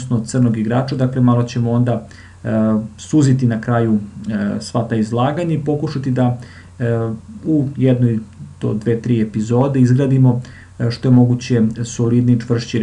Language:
Serbian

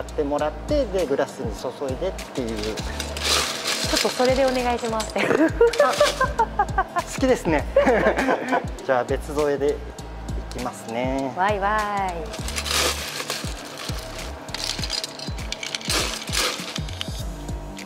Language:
Japanese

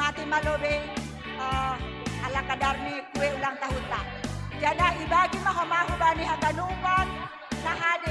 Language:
Batak Simalungun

